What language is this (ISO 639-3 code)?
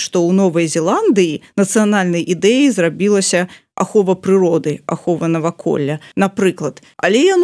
bel